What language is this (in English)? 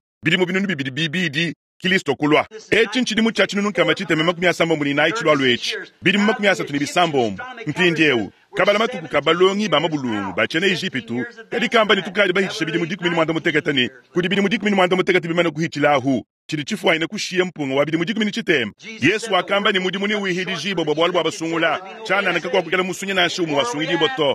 Luba-Lulua